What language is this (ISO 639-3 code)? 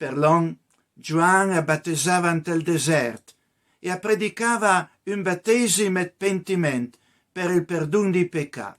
pms